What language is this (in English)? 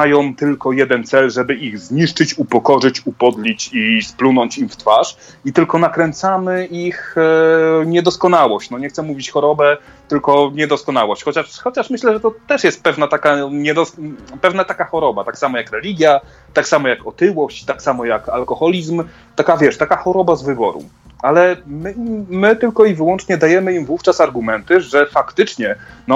Polish